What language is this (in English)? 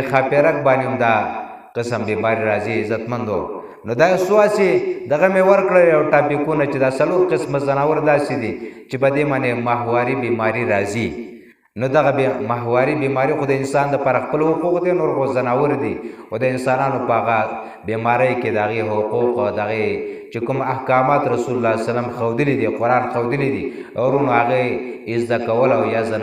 Pashto